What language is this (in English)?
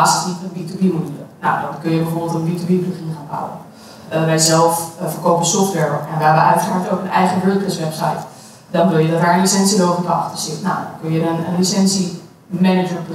Dutch